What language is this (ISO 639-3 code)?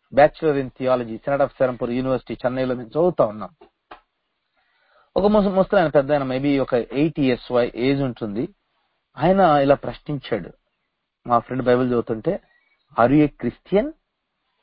tel